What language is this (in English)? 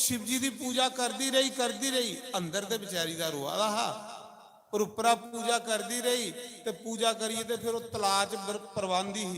Dogri